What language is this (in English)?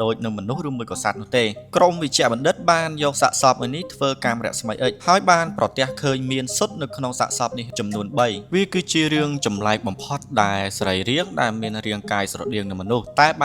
Khmer